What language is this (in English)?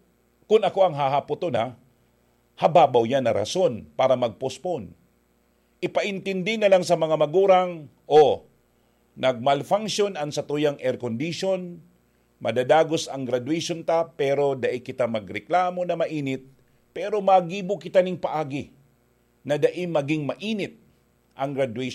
Bikol